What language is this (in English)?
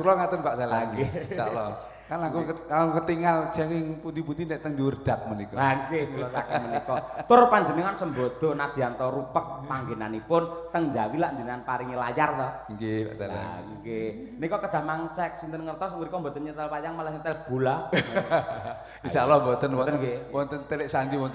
Javanese